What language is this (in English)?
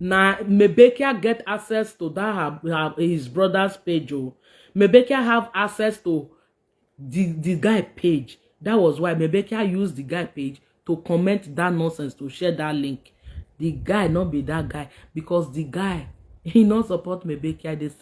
Nigerian Pidgin